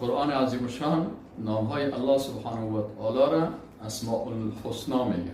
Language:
Persian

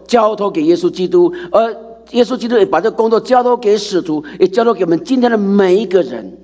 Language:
Chinese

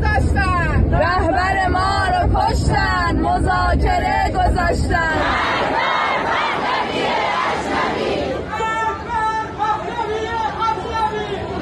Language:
Persian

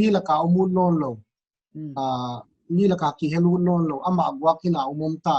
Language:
Paite Chin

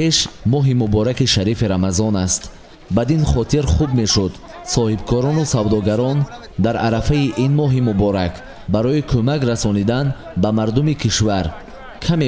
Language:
Tajik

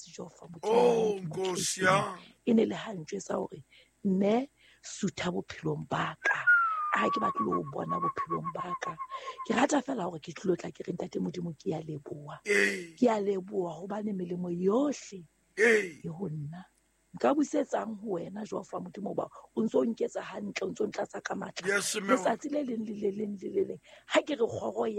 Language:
Southern Sotho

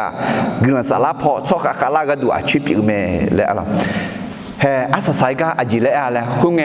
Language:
Akha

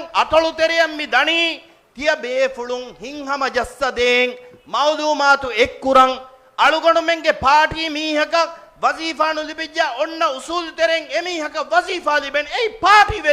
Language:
Divehi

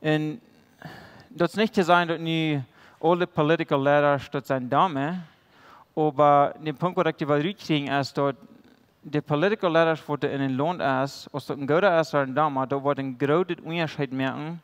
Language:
Plautdietsch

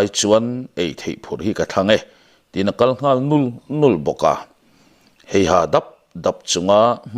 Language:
Mizo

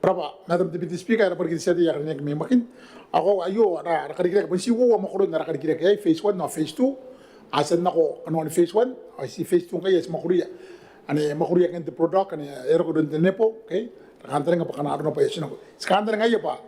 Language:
Gilbertese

